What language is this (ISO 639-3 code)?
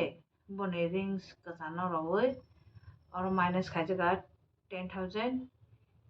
trp